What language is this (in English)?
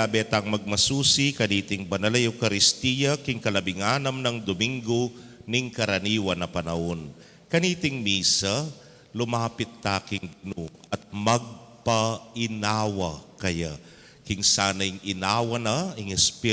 Pampanga